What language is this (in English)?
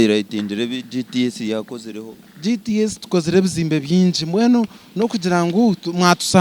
Nyankole